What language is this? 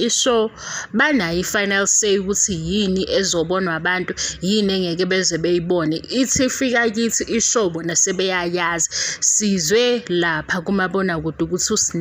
Zulu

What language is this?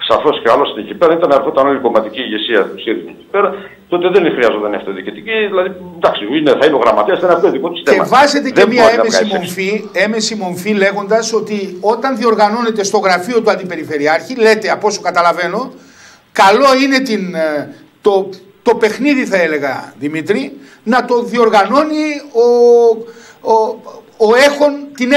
Greek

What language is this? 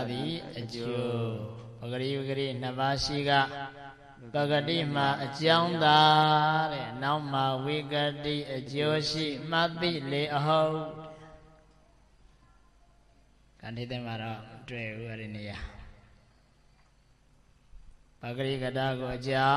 Burmese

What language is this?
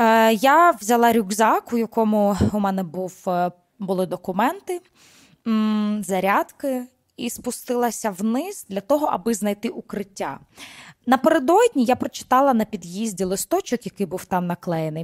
Ukrainian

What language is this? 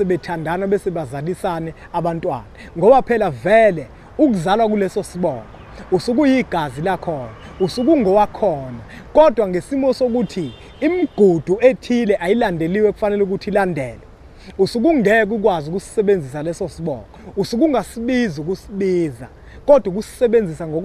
Zulu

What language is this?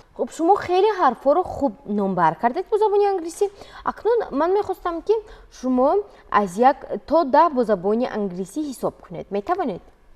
Tajik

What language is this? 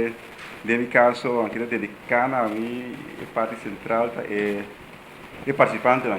Papiamento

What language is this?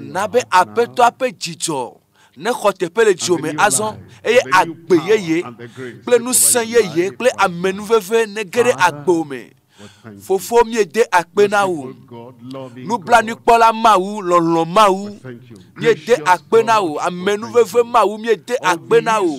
Ewe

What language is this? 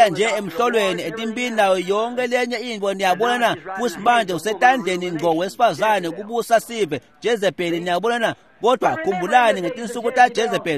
Swati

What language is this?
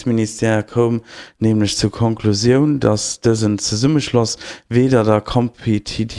Luxembourgish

